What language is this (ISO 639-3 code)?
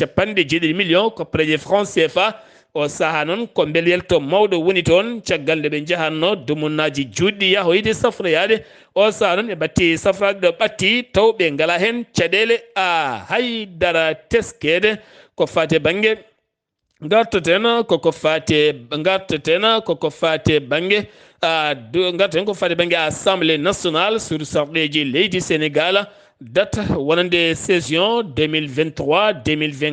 ful